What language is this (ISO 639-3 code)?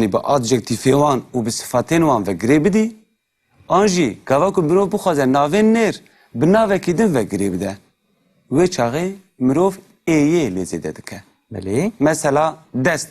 kur